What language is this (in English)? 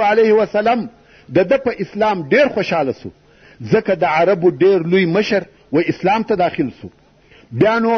Pashto